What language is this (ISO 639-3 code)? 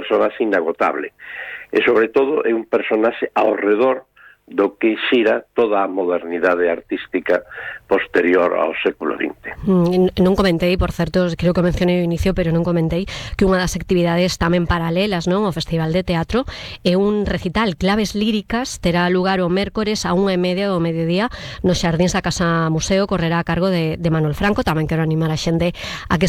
glg